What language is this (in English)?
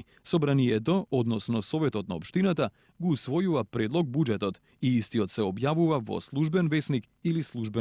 Macedonian